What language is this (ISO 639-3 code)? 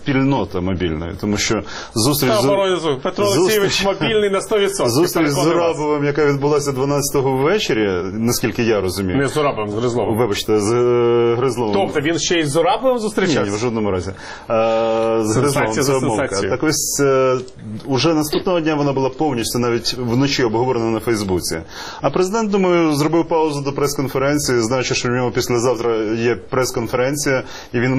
ukr